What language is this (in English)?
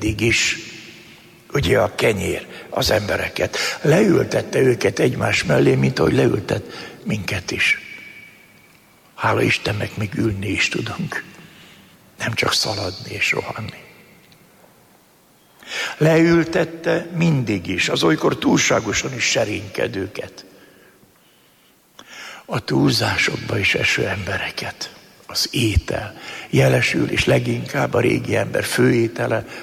Hungarian